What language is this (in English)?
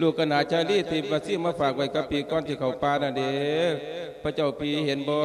Lao